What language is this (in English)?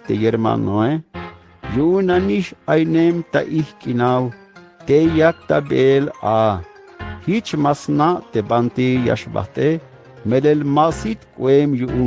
Tzeltal